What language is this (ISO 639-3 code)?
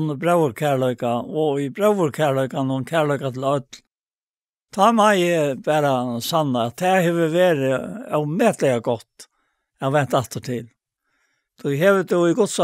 fao